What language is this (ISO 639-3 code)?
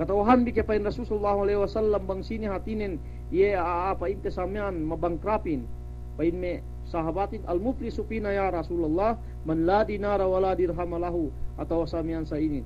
yka